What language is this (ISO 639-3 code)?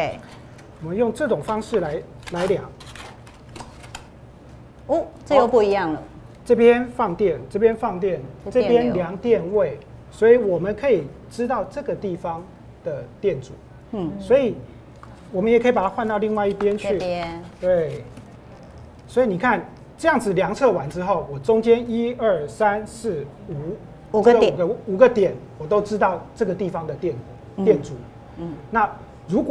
zho